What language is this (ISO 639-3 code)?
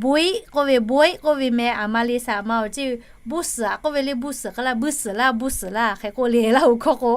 lhu